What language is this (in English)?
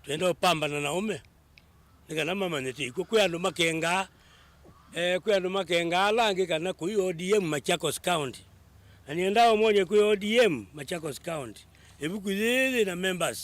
Kamba